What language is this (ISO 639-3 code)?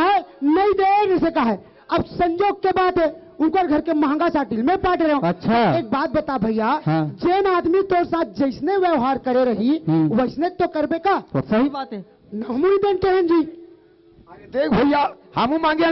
hne